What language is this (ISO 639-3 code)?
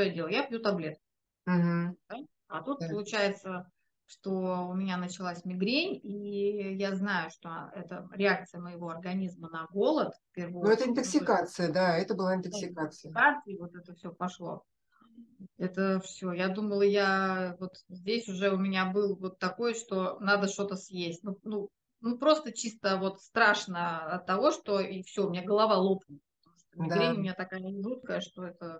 rus